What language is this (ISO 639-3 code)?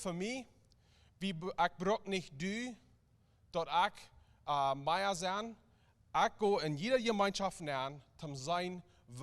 pdt